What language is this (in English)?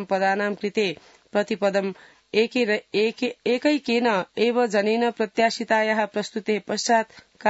Sanskrit